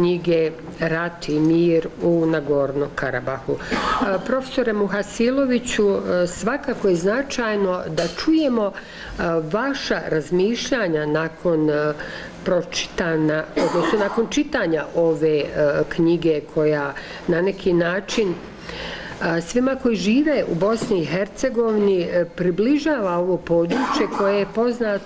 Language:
Bosnian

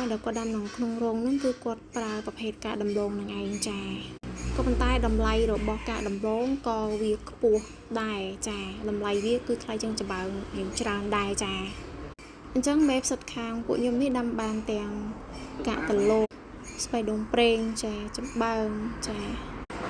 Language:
Khmer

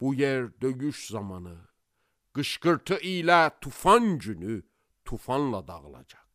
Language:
Azerbaijani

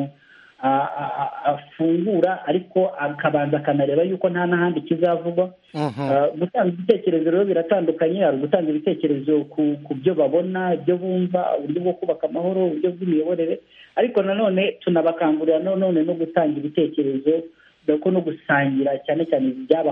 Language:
Kinyarwanda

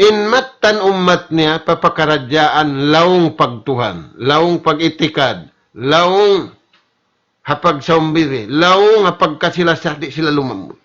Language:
Tausug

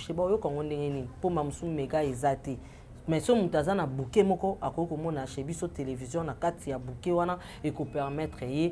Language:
Lingala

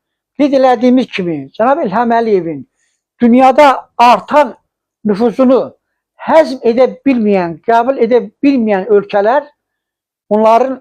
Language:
Azerbaijani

